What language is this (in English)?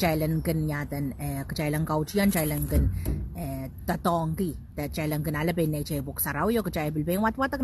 Pohnpeian